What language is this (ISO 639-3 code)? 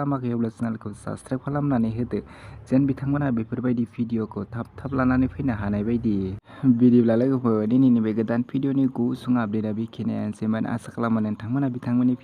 brx